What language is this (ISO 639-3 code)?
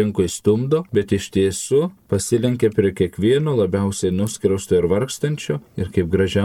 lit